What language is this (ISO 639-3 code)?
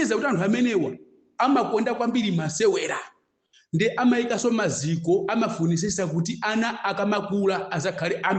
nya